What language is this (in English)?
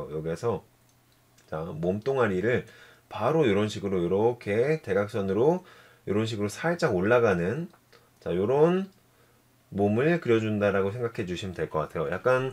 Korean